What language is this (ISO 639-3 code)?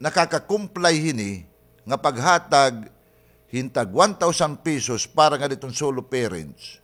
war